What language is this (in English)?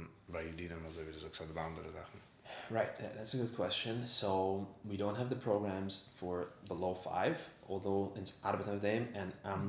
Yiddish